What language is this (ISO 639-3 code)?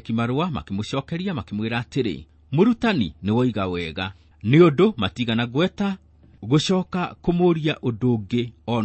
kik